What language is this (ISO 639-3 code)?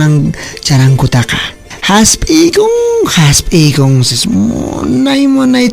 que